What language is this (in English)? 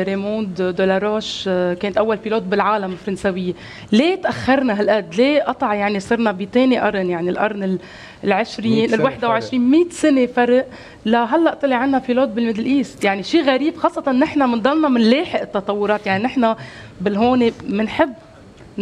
North Levantine Arabic